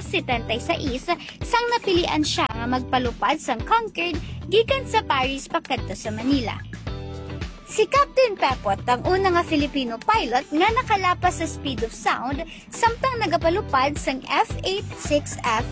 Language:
Hiligaynon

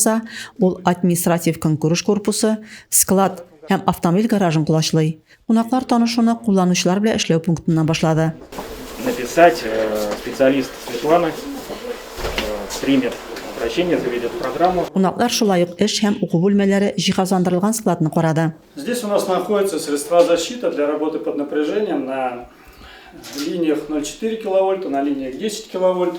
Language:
Tatar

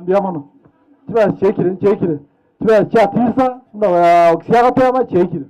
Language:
Gusii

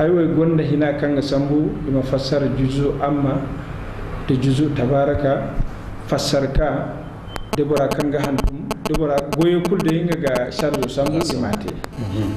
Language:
Zarma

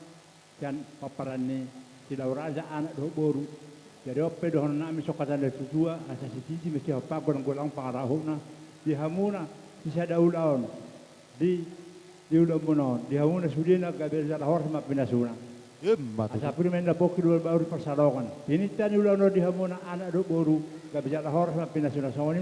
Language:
Batak Toba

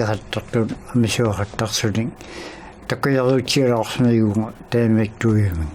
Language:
Inuktitut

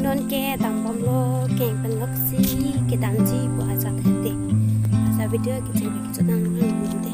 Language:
Karbi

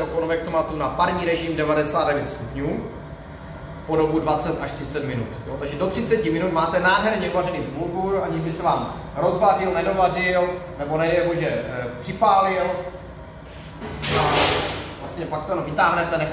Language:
Czech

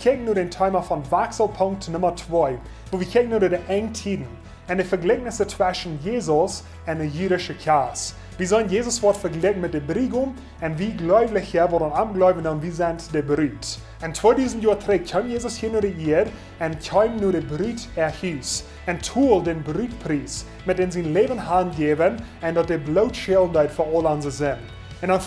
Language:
Plautdietsch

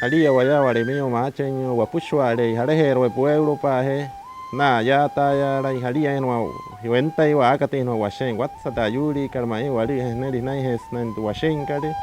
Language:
Wayuu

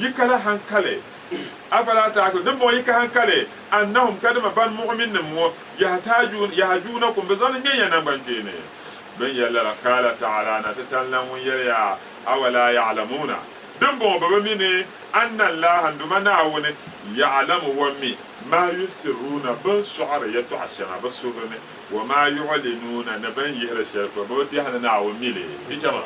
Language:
Dagbani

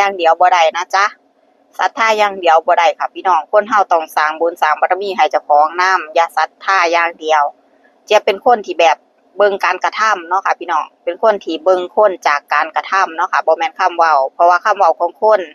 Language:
Northeastern Thai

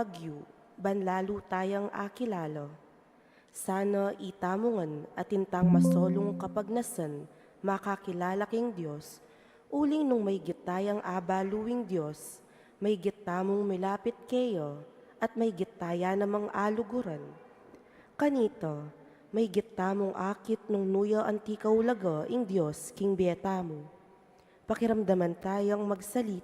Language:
Pampanga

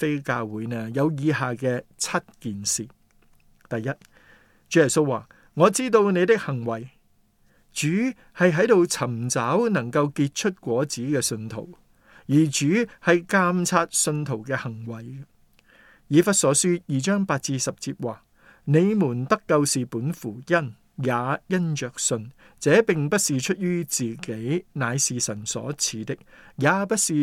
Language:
Cantonese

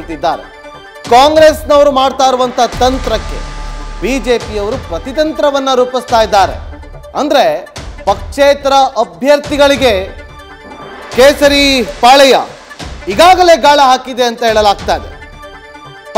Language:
Kannada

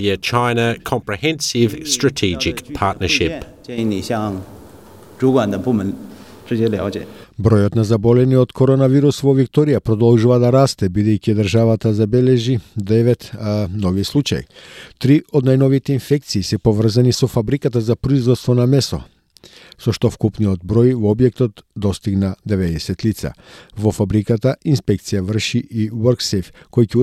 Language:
Macedonian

